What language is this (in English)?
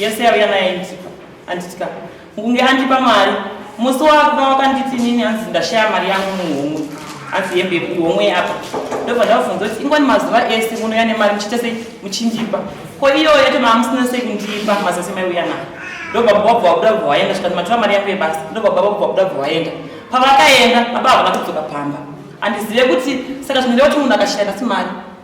Shona